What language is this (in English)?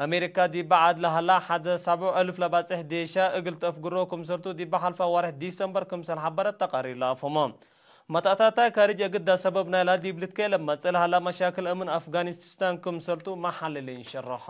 Tigre